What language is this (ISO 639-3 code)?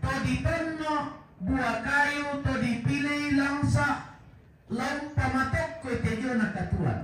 sda